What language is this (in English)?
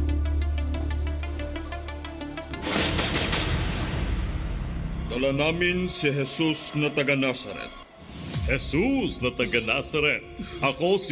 Filipino